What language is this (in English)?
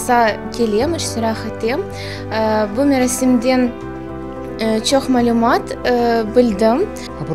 Crimean Tatar